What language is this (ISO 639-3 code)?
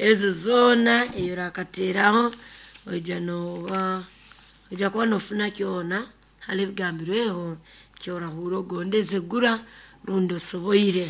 nyo